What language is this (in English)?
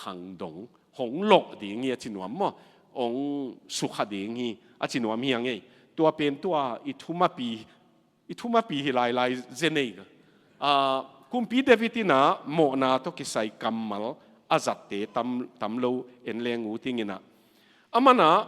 Tedim Chin